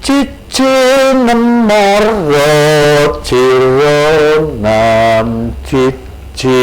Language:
Javanese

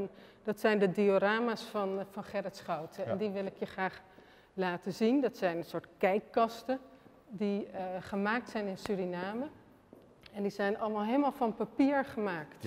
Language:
Dutch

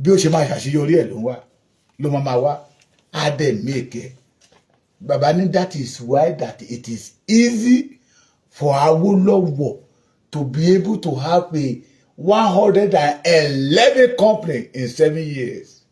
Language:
Yoruba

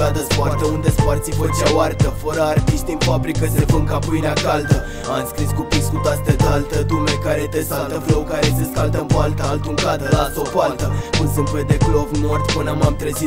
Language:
Romanian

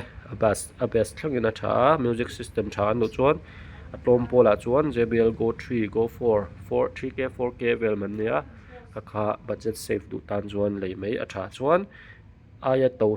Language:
Mizo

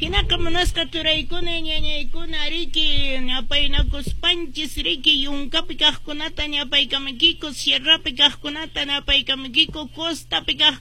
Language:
Quechua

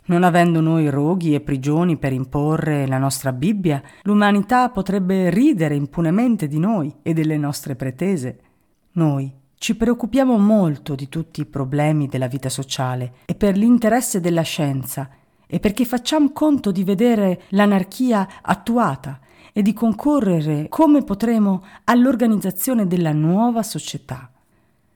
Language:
Italian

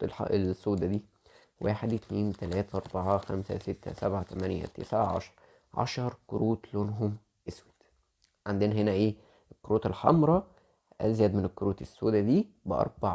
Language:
Egyptian Arabic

